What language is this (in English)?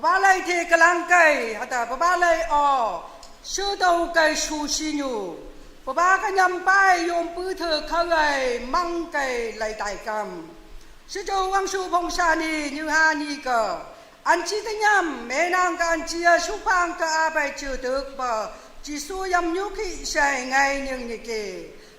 Naga Pidgin